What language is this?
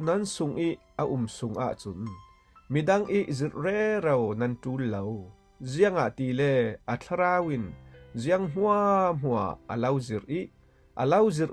Falam Chin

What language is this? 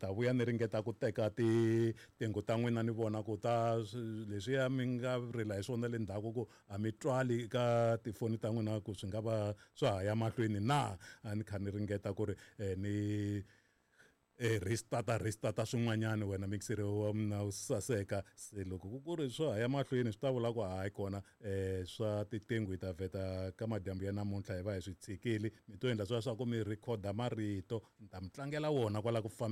Tsonga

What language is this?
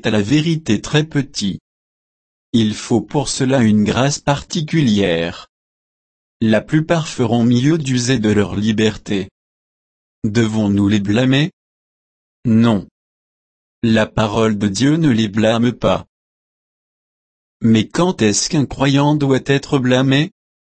French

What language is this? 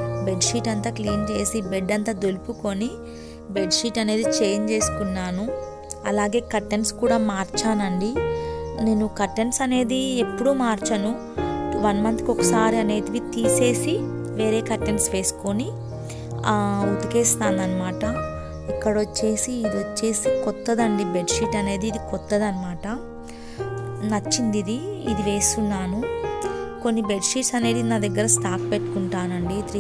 Telugu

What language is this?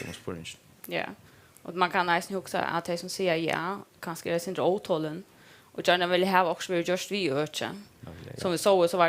Faroese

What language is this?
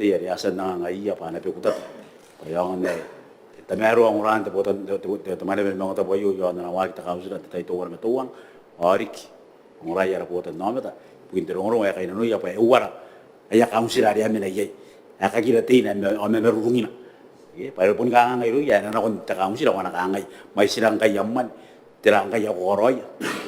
Gilbertese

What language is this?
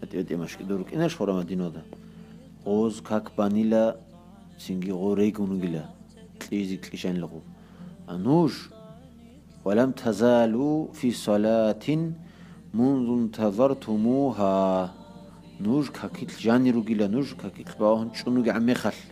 Avaric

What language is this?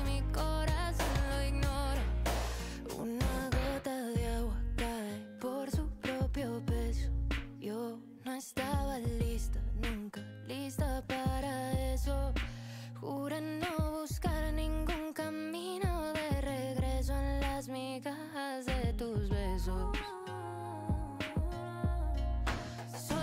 Spanish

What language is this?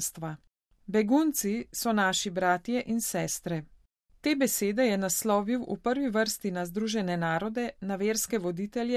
Slovenian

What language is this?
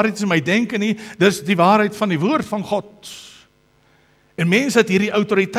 Afrikaans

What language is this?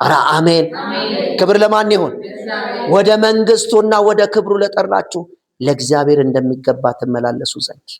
Amharic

